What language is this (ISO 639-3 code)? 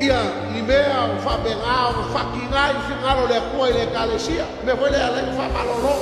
smo